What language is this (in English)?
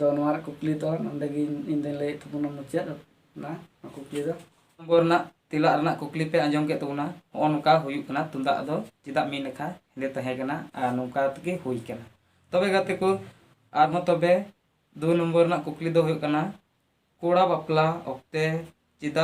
Santali